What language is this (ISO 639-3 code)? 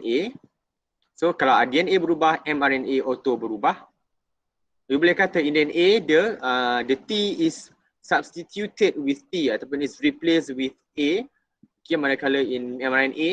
msa